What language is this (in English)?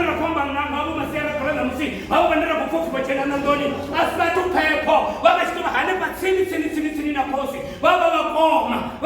Venda